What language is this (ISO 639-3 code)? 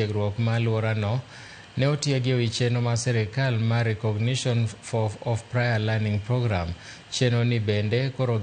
luo